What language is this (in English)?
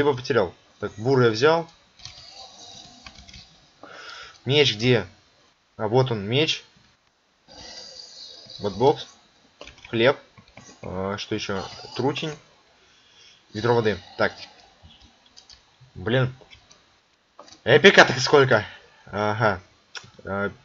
Russian